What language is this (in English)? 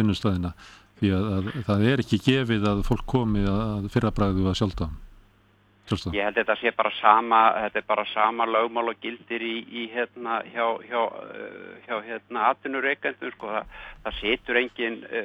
Icelandic